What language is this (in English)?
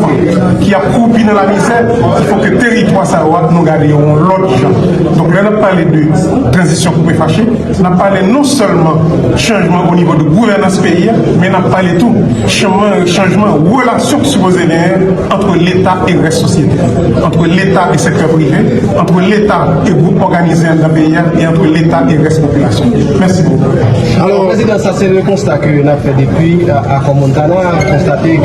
Haitian Creole